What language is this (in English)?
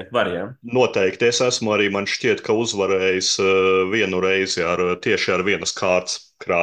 Latvian